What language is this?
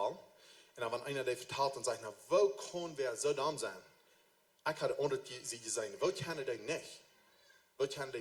Plautdietsch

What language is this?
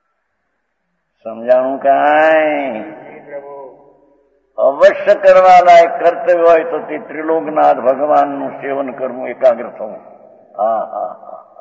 Gujarati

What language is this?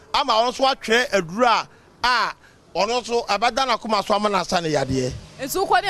Akan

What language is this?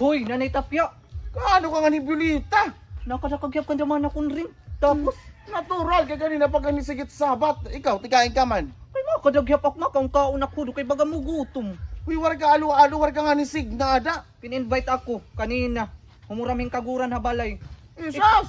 Waray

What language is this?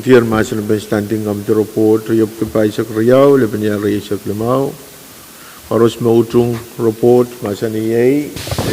Pohnpeian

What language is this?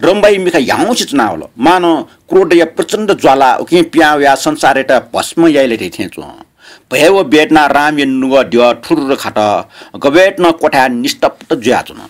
Newari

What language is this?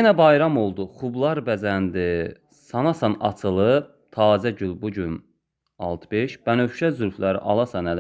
Azerbaijani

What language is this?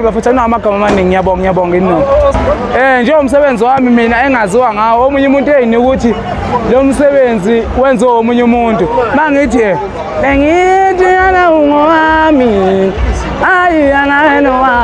Zulu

